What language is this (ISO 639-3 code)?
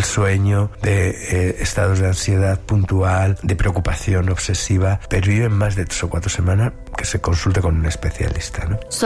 spa